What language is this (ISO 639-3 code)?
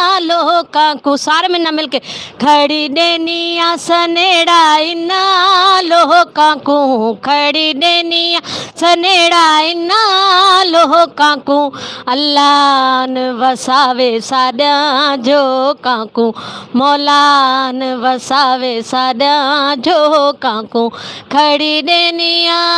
skr